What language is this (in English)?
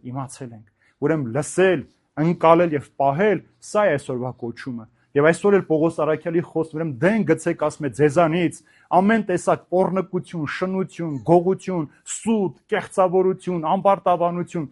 Armenian